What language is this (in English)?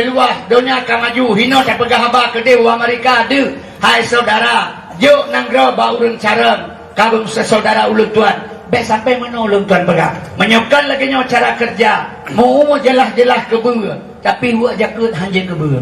Achinese